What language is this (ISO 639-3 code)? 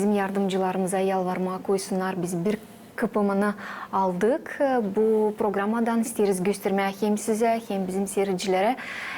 gag